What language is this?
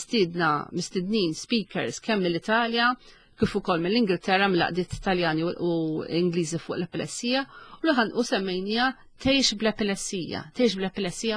Maltese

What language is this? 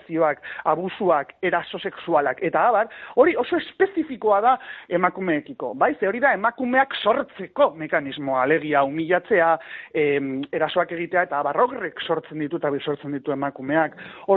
Basque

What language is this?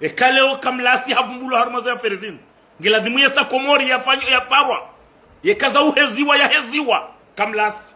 Ngazidja Comorian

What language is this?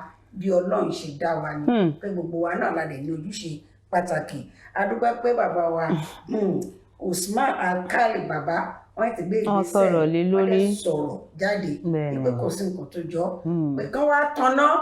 Yoruba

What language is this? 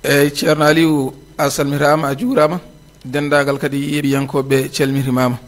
Fula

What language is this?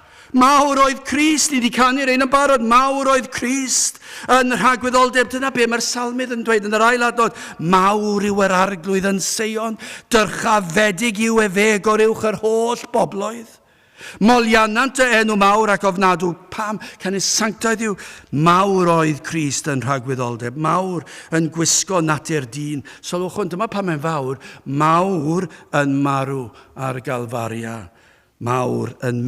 Welsh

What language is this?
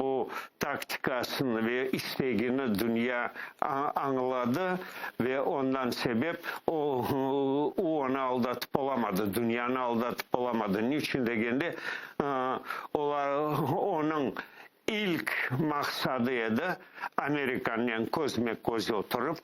Crimean Tatar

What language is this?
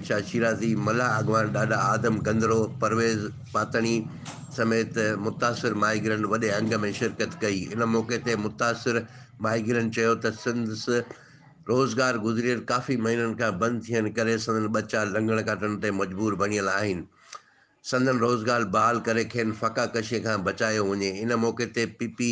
Sindhi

